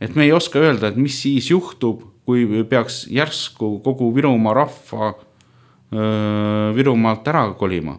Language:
Estonian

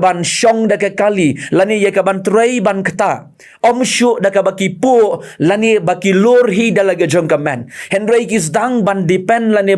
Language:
Khasi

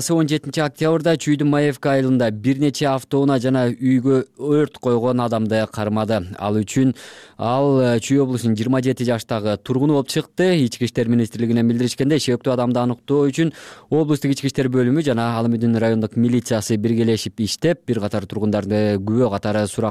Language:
Kyrgyz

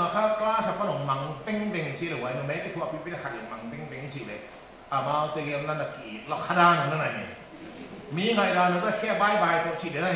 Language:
Paite Chin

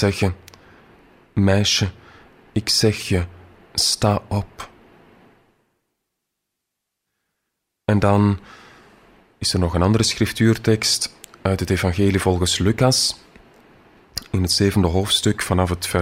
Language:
Dutch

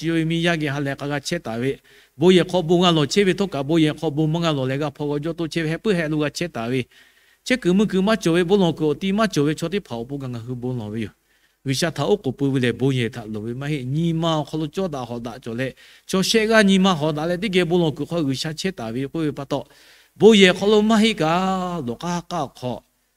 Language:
Lahu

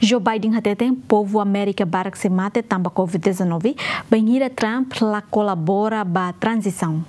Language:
Tetum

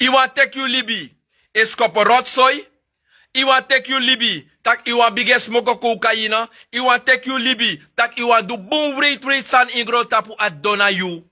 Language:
Sranan Tongo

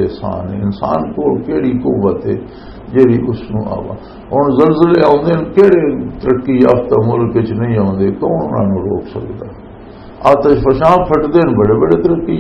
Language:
Western Panjabi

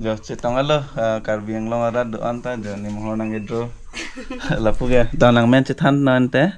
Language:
Karbi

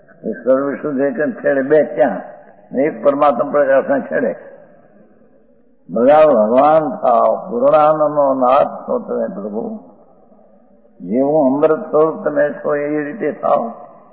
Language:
Gujarati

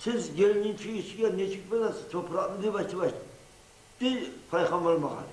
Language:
Kumyk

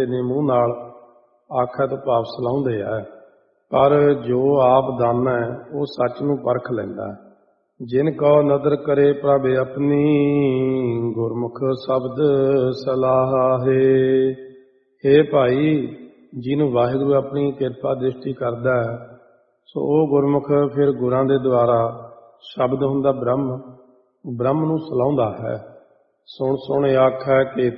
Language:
Punjabi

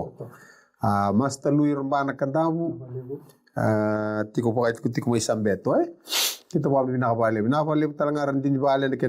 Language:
Fijian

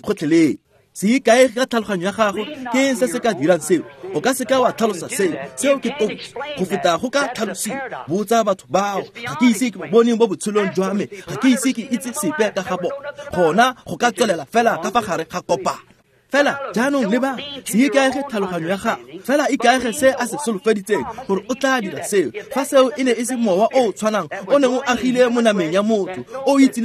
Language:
Tswana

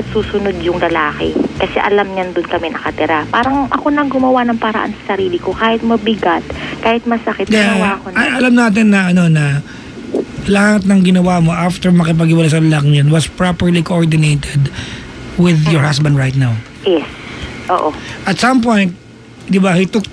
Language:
Filipino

